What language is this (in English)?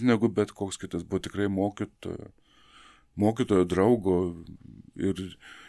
Lithuanian